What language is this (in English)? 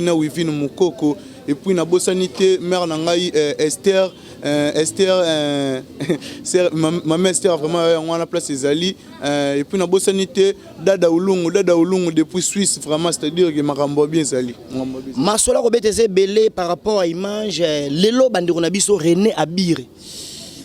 Lingala